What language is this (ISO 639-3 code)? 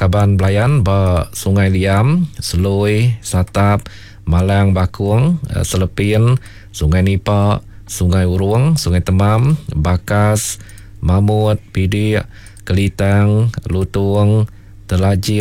iba